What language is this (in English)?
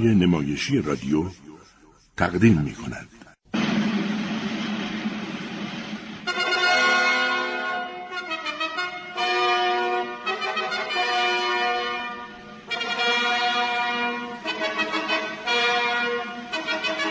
Persian